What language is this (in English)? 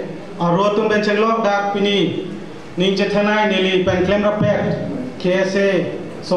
Karbi